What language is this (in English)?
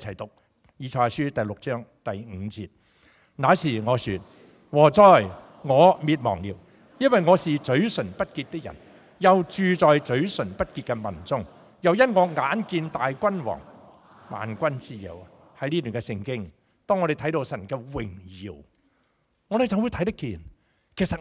Cantonese